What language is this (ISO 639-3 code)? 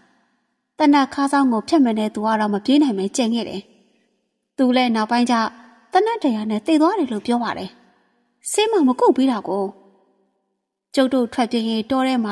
mya